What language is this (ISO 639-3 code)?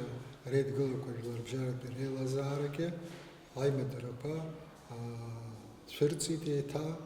abk